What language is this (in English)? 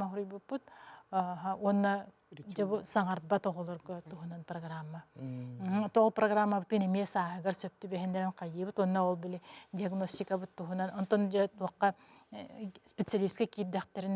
Yakut